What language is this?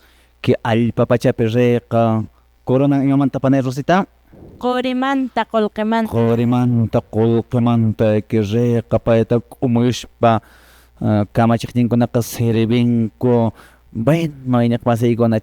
Quechua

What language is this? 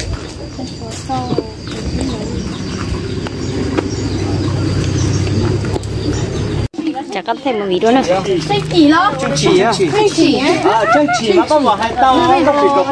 Vietnamese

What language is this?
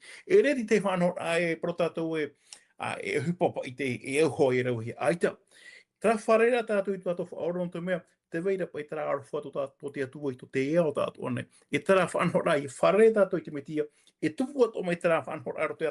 Tahitian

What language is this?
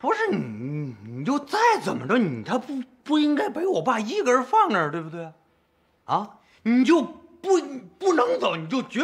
Chinese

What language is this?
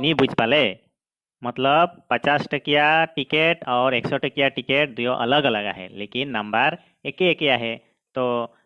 Sadri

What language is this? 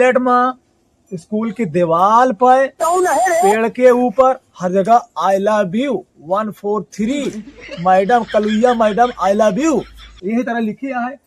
Awadhi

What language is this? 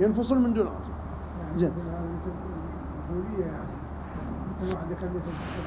Mesopotamian Arabic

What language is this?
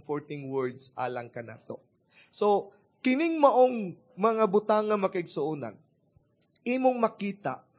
Cebuano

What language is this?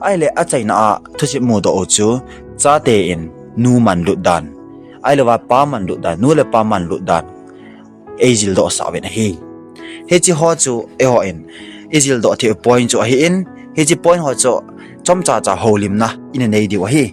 Thado Chin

